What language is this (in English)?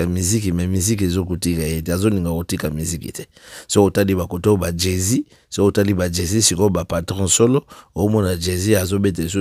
Lingala